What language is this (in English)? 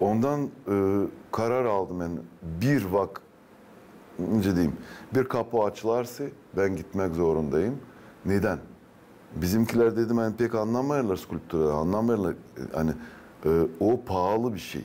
Gagauz